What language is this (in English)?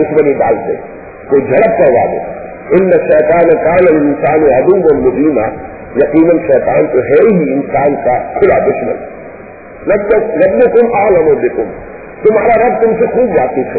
Urdu